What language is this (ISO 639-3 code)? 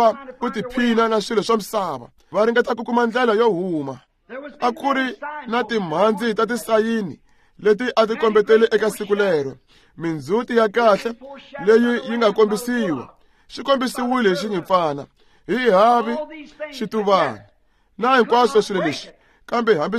tso